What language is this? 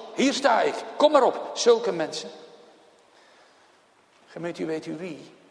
Dutch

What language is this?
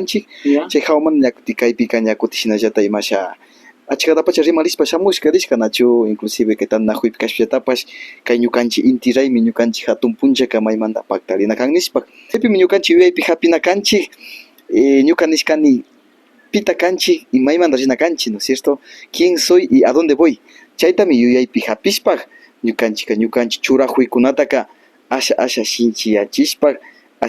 Imbabura Highland Quichua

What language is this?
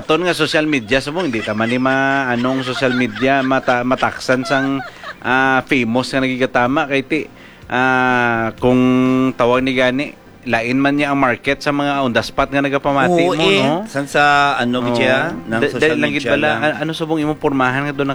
Hiligaynon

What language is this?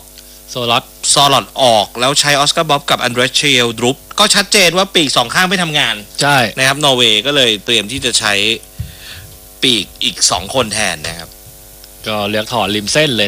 Thai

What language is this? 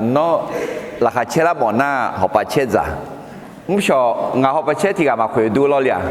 Akha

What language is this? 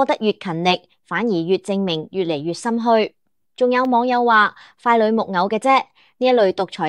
Cantonese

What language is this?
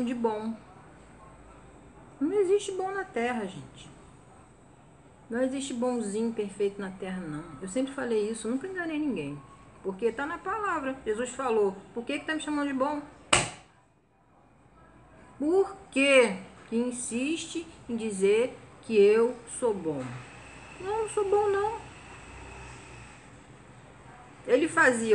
Portuguese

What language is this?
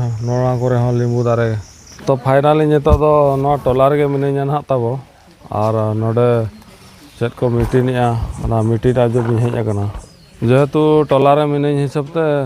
Santali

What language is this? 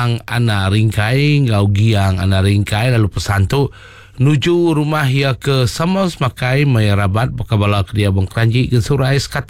Iban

